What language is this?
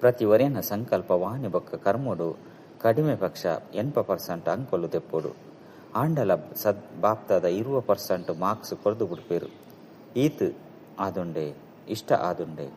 Tulu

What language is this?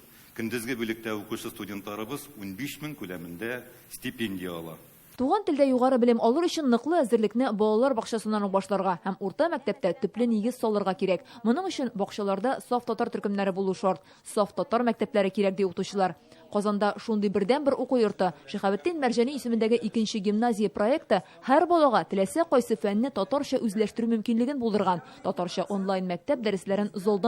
Tatar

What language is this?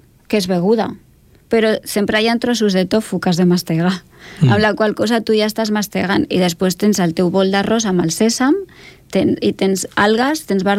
Catalan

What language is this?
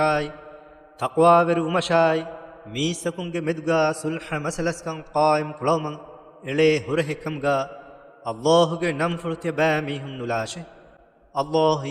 Divehi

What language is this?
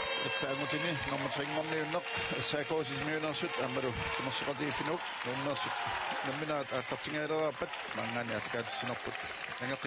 Kalaallisut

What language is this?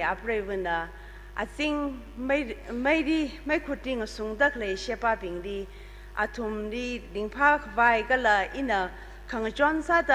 Tangkhul Naga (India)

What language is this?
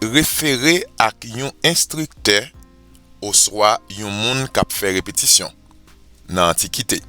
Haitian Creole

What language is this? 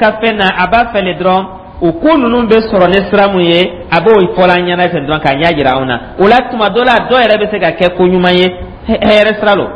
Dyula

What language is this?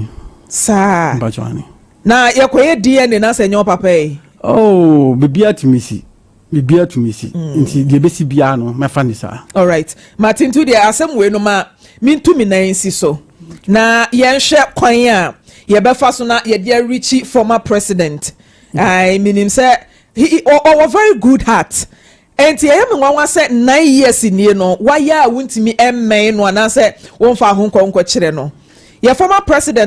Akan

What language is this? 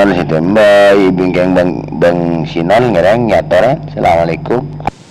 Madurese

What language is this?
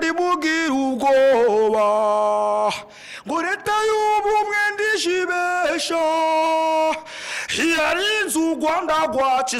Kinyarwanda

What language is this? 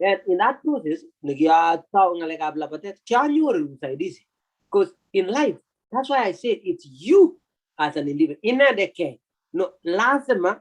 Kalenjin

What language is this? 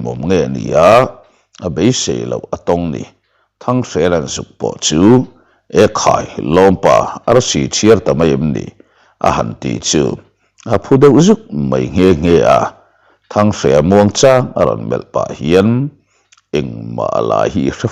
Mizo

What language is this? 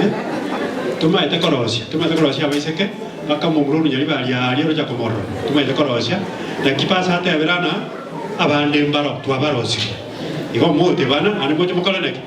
Gusii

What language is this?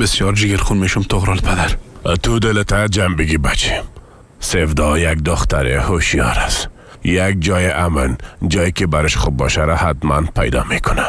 Persian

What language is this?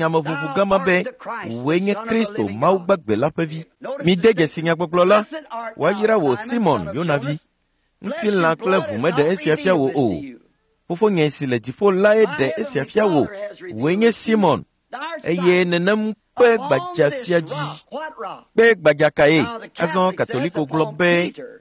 Ewe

